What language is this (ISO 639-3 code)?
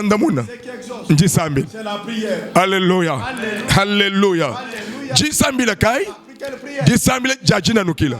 lua